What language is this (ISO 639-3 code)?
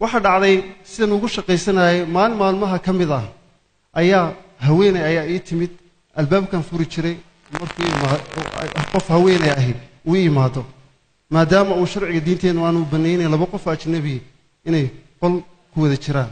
som